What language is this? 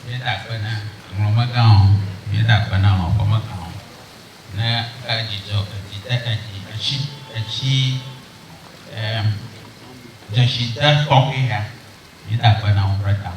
Ewe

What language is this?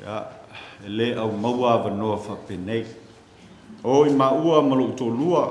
Samoan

